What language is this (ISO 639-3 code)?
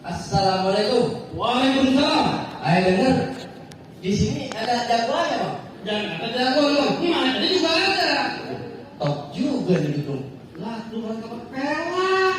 bew